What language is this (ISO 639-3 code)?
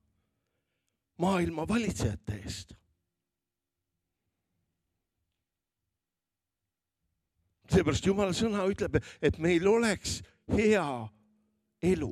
est